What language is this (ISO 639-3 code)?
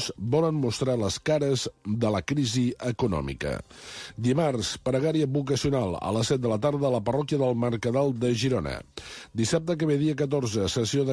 cat